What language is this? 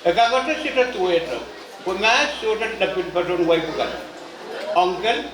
Pohnpeian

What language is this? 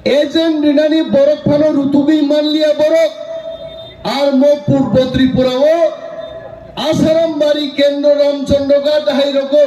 Kok Borok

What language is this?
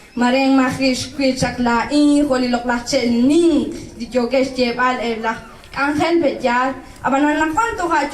Kekchí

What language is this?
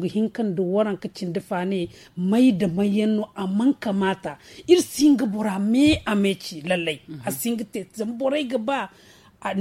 Zarma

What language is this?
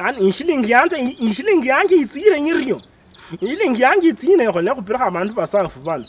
Luyia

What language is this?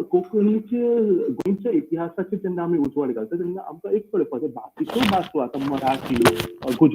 Konkani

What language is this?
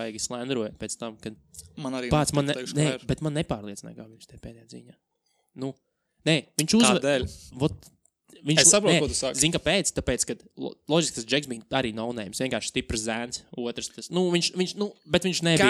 Latvian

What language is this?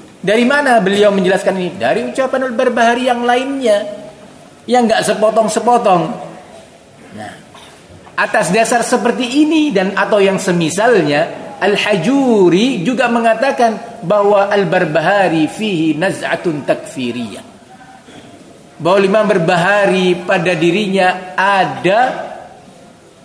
Indonesian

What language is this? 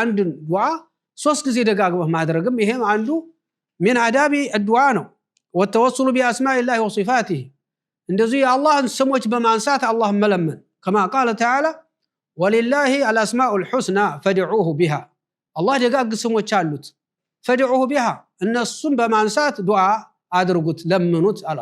Amharic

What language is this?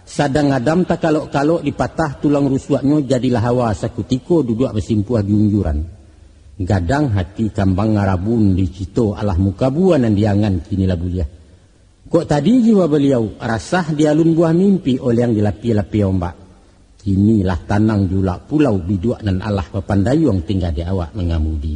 Minangkabau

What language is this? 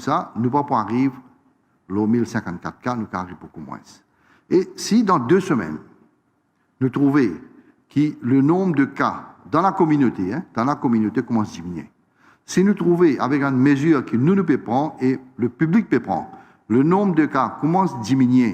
Morisyen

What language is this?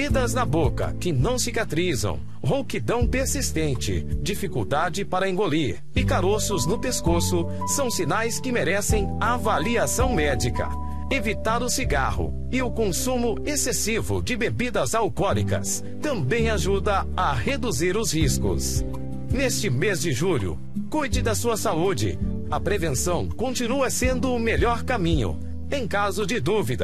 Portuguese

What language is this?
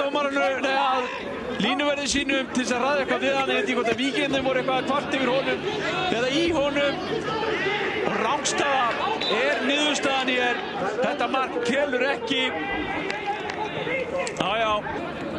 Icelandic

